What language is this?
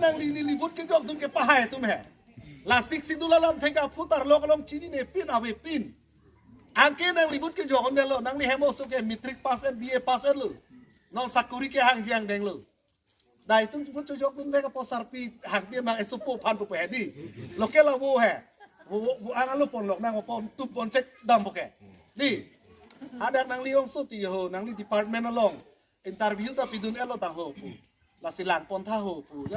Karbi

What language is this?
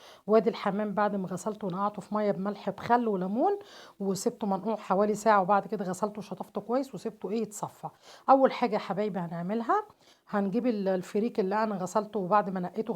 Egyptian Arabic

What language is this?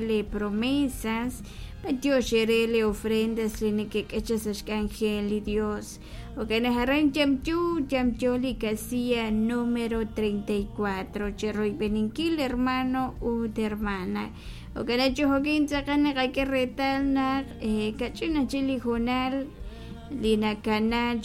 Kekchí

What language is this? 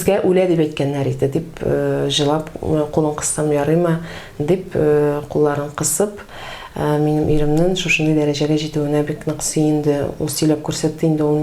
Tatar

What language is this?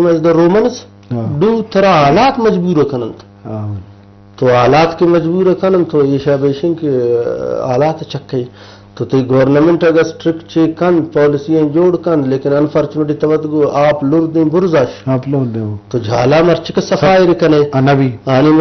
Eastern Balochi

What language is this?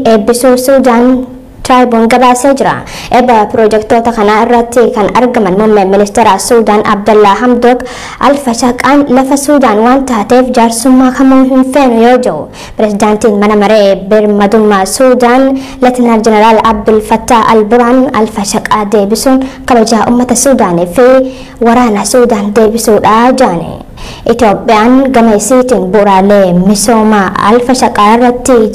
Oromo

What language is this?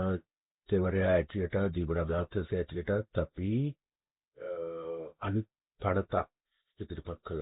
Sinhala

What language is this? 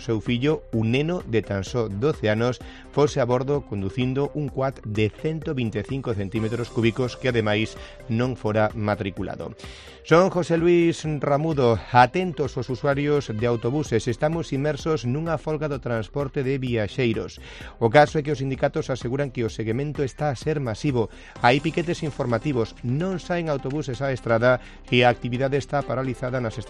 Galician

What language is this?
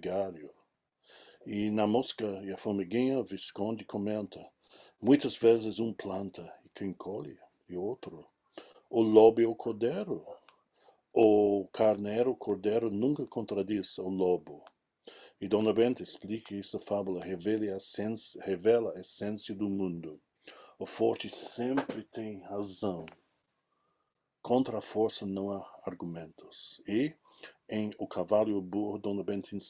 Portuguese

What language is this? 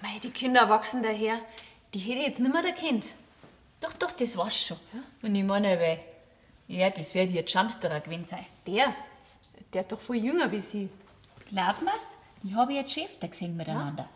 Bavarian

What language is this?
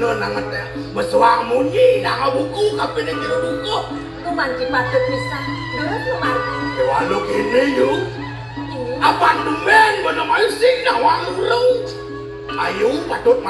Balinese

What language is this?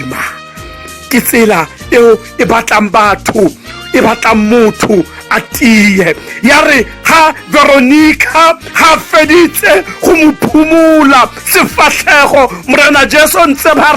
Tswana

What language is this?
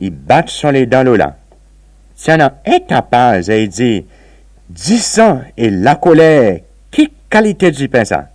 Seselwa Creole French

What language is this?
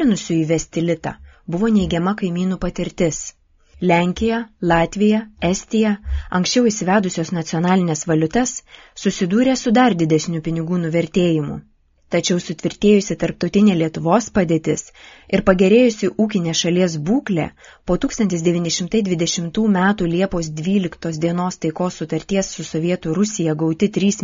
Lithuanian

